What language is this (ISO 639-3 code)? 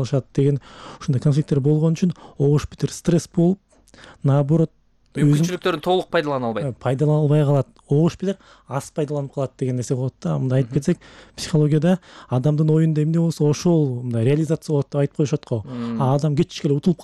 kir